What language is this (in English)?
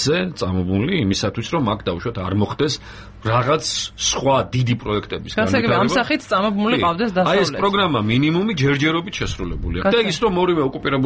Georgian